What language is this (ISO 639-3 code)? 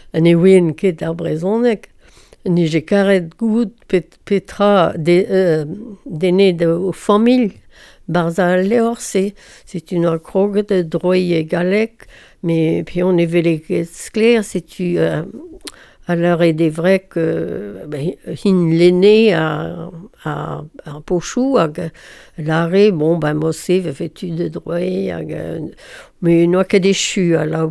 bre